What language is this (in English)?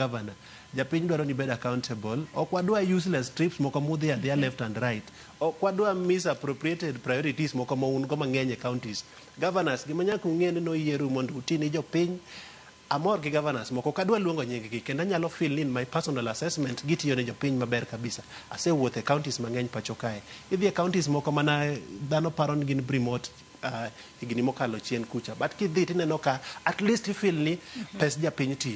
Luo (Kenya and Tanzania)